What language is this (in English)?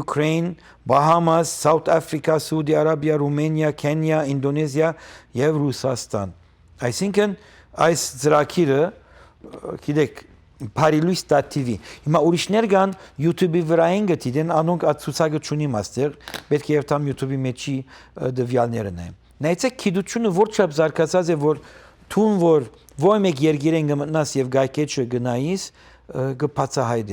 Western Armenian